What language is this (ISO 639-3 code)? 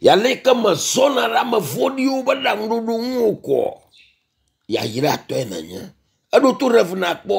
ewe